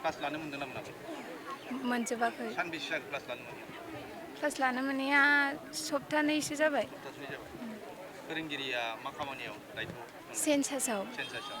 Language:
Bodo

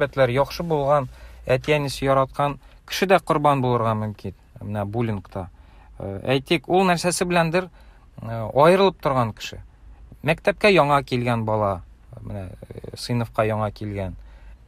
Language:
Tatar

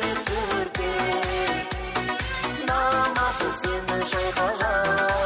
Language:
Kara-Kalpak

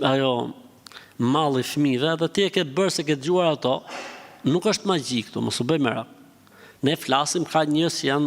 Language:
Albanian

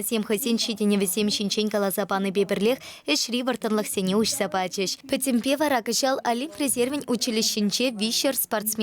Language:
Chuvash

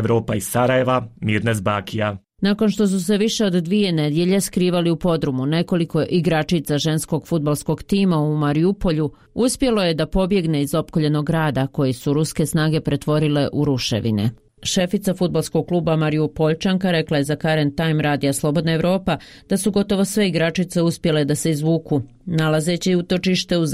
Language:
Bosnian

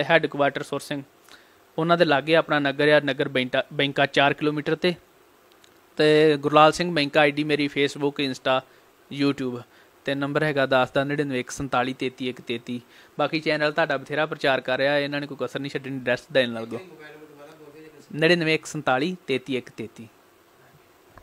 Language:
Punjabi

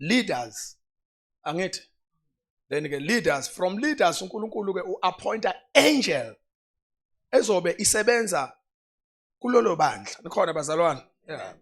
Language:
Zulu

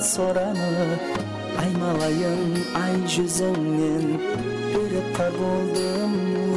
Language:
Kara-Kalpak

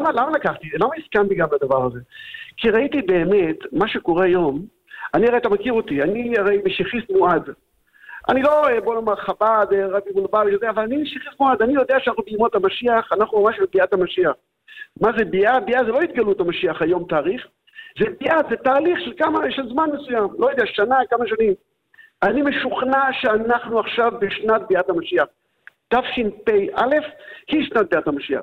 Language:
Hebrew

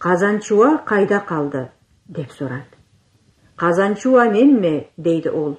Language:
Karachay-Balkar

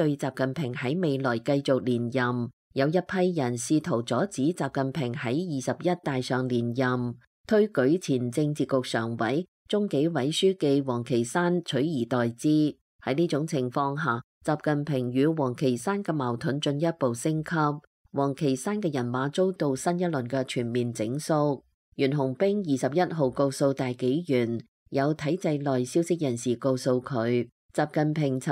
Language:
Cantonese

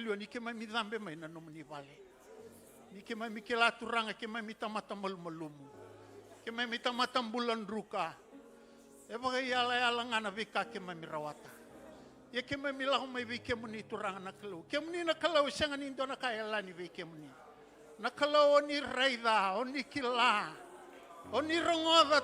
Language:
Fijian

